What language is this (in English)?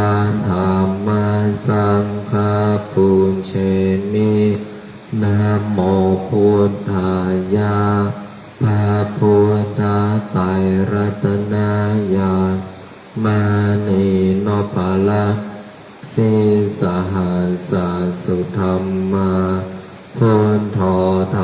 Pali